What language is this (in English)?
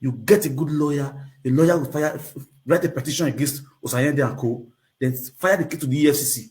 Nigerian Pidgin